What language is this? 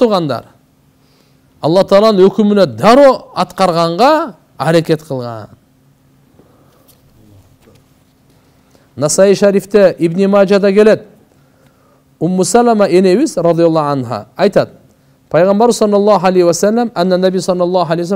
Kyrgyz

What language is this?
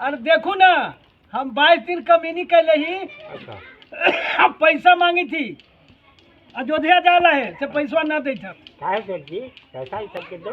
Magahi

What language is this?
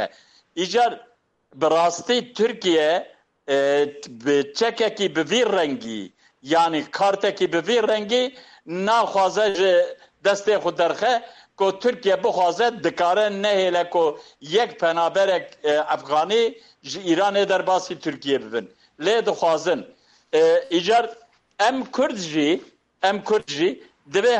Kurdish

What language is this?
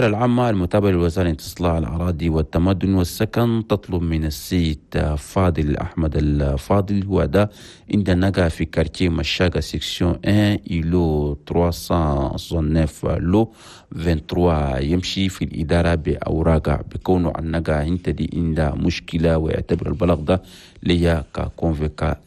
Chadian Arabic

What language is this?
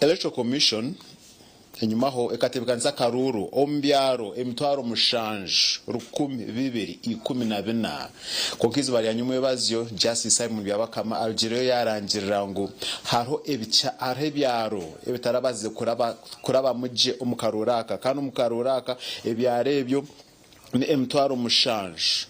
Nyankole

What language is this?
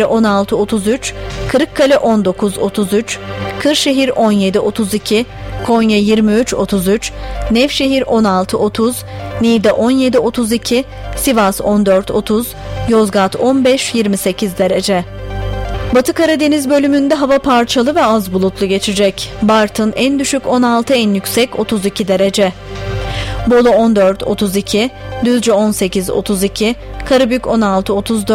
Turkish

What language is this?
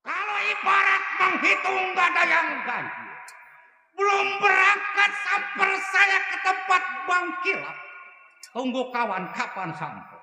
Betawi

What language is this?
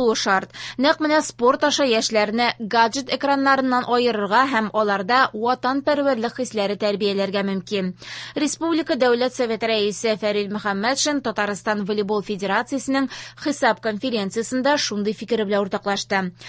Tatar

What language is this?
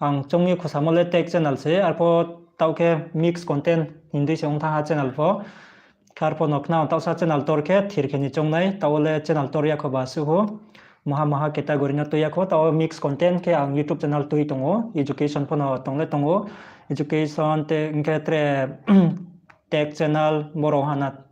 Riang (India)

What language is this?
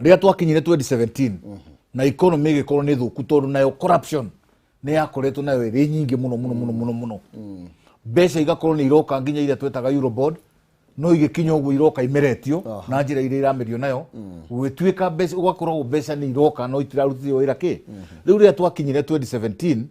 Kikuyu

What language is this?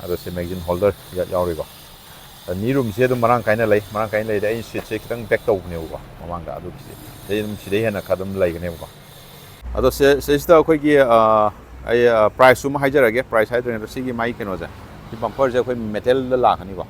Manipuri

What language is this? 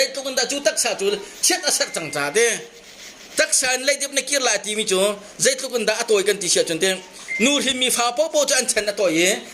Hakha Chin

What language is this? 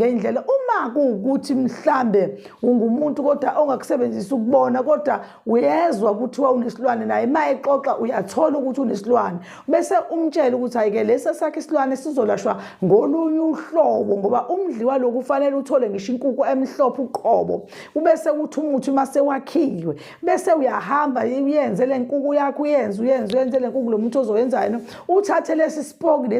Zulu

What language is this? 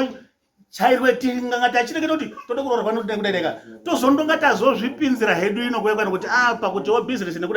Shona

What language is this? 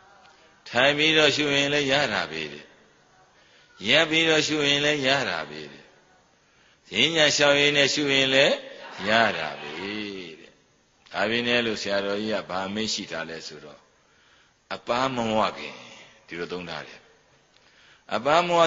Burmese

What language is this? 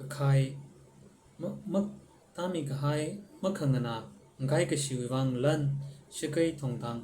Tangkhul Naga (India)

